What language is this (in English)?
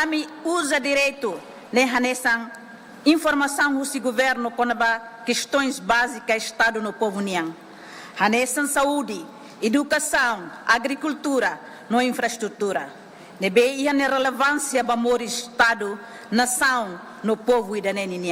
Tetum